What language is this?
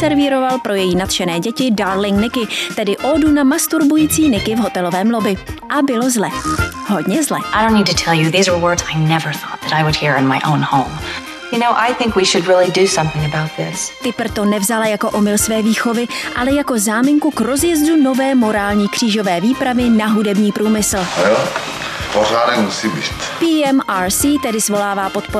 Czech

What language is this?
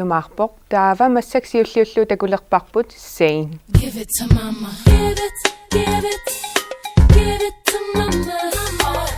Kalaallisut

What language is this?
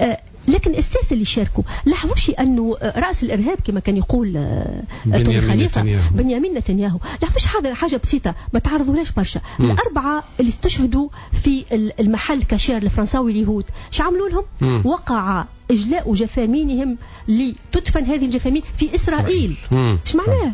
Tunisian Arabic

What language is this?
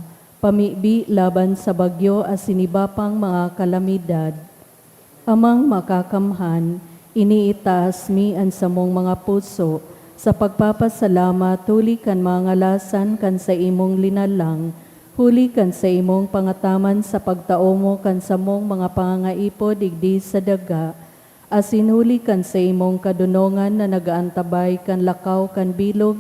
Bikol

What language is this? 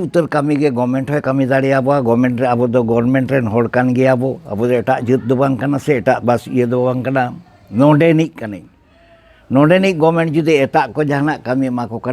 Santali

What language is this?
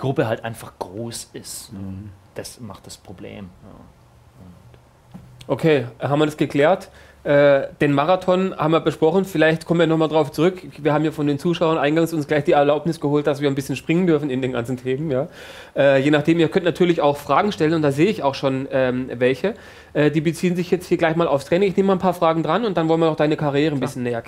German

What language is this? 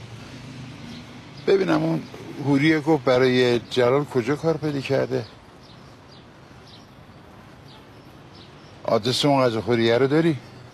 Persian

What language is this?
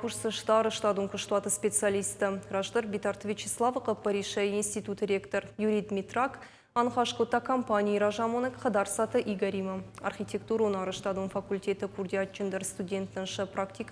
Ossetic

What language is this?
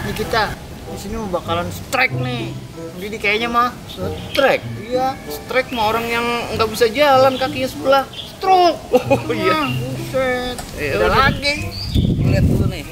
Betawi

